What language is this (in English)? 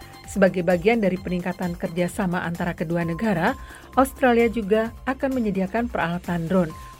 Indonesian